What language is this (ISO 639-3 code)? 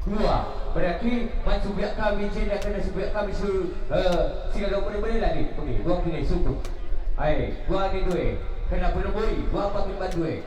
btx